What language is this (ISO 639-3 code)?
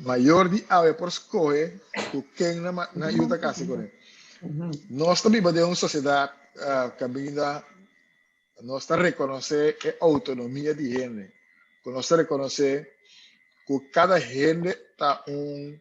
pap